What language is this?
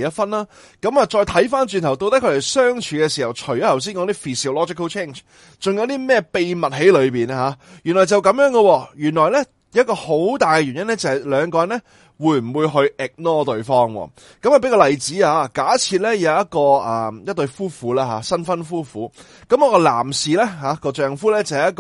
Cantonese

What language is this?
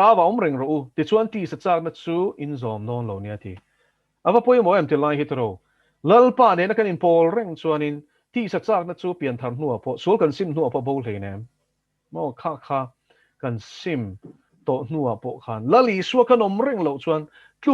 Mizo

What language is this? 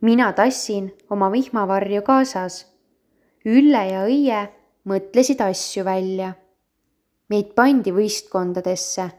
Estonian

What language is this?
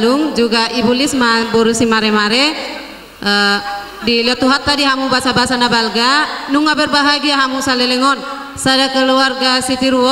Batak Toba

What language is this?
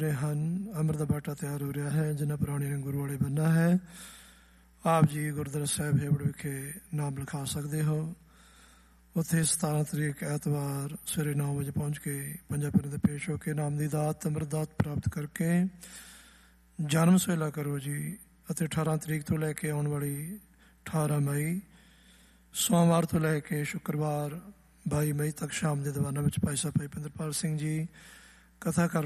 Punjabi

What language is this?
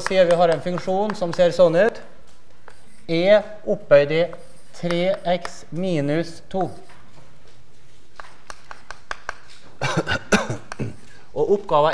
Norwegian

